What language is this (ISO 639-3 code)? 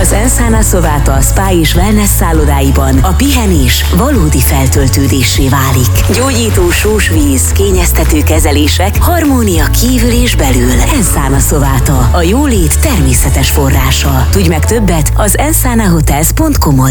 hun